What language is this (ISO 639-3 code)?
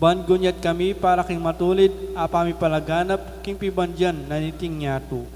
pam